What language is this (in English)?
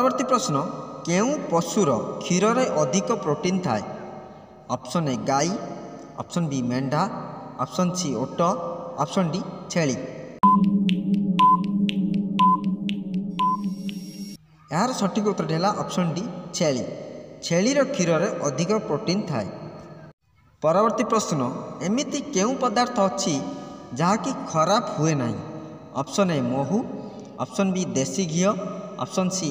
Odia